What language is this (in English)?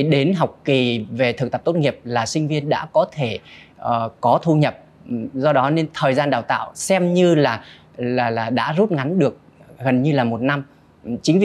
Vietnamese